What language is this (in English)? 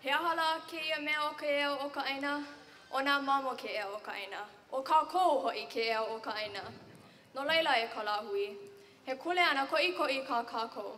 Hawaiian